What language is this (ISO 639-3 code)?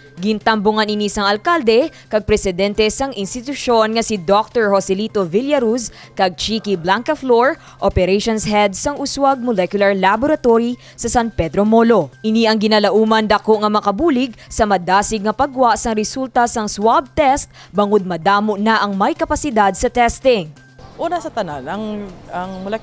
hil